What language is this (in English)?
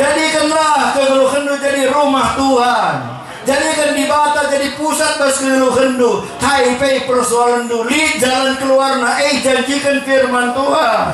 Batak Karo